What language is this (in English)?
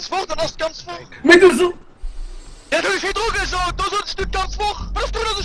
Luxembourgish